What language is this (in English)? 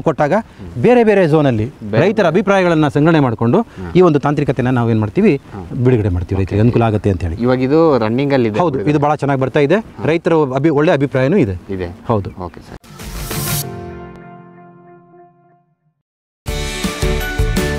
Kannada